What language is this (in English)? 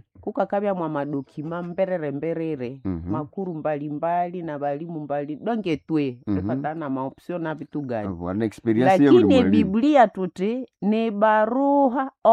Nande